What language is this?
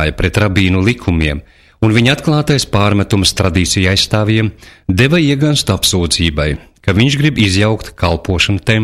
Latvian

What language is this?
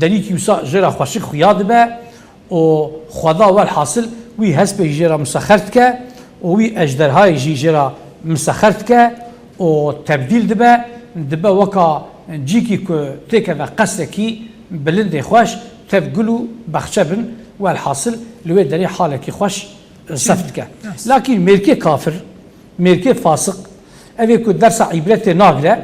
Kurdish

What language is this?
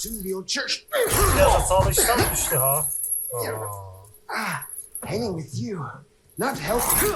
South Azerbaijani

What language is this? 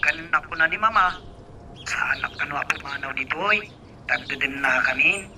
Iloko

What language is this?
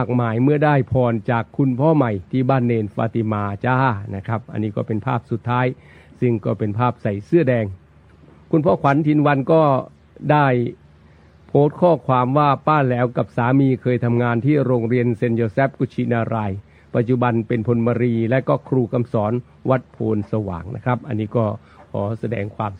Thai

